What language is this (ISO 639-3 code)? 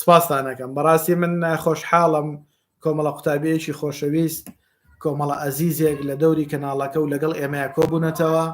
ckb